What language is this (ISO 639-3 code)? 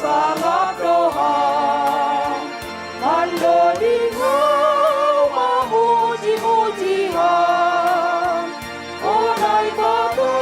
bts